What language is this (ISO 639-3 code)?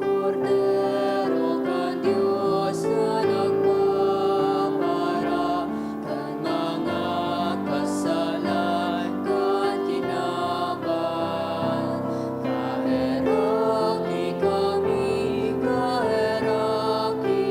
bik